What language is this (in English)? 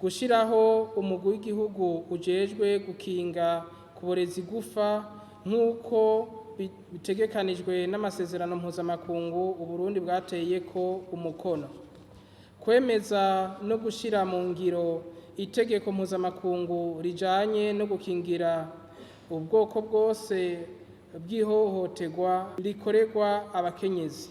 Rundi